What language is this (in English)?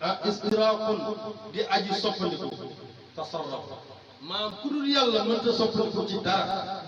Wolof